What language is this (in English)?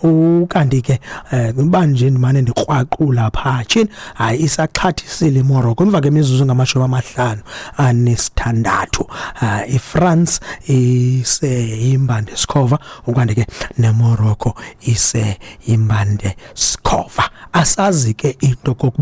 Xhosa